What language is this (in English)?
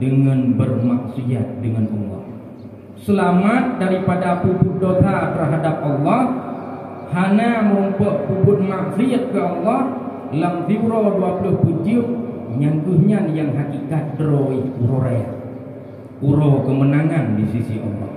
Achinese